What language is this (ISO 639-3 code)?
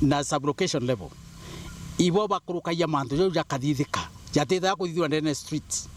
mer